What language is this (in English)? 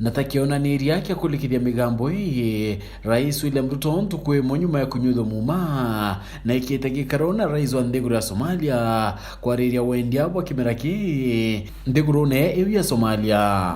Meru